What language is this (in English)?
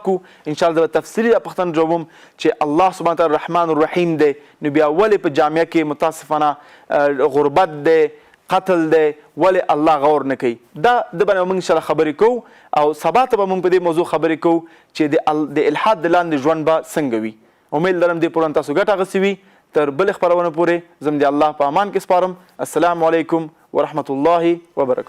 Pashto